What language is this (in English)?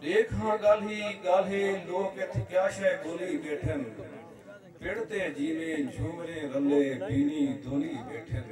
Saraiki